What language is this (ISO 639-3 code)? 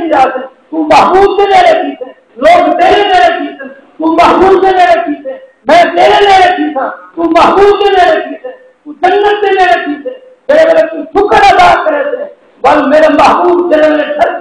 skr